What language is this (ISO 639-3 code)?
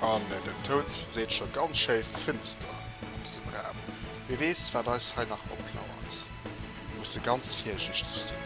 ltz